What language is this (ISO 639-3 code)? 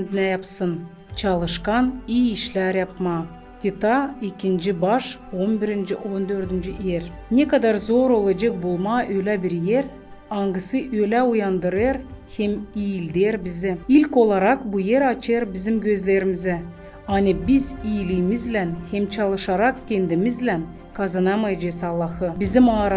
gag